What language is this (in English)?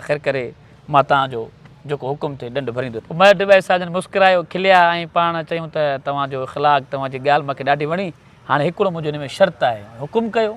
Sindhi